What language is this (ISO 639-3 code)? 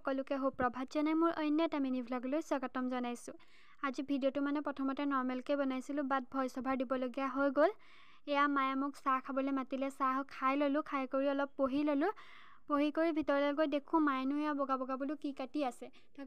asm